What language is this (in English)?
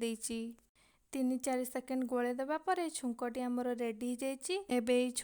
Odia